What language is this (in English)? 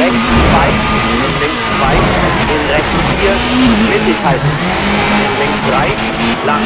Bavarian